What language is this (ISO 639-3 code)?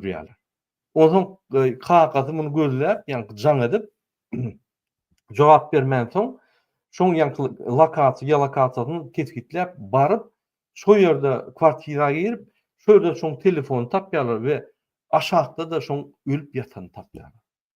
tuk